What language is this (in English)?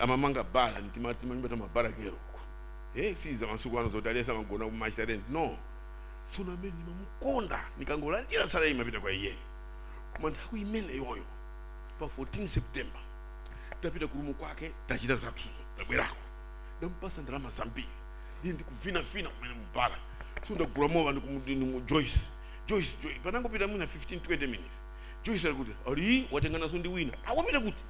Nyanja